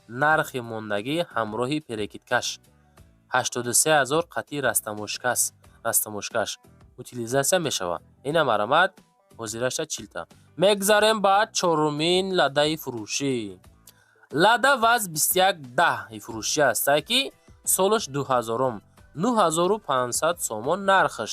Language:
Tajik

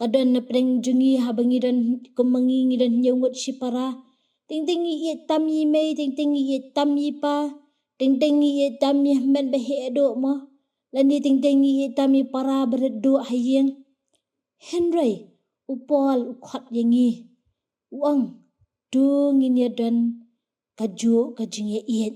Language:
Khasi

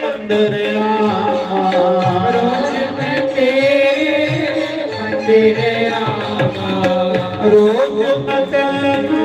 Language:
Dogri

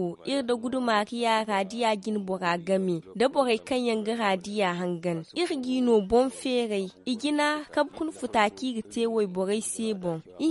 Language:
Zarma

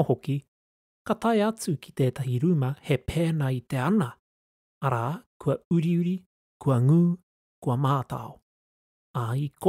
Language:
Māori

